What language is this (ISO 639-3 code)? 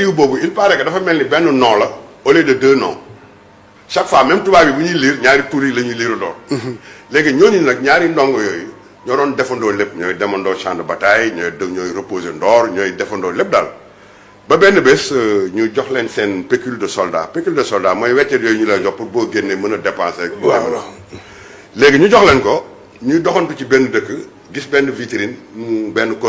wol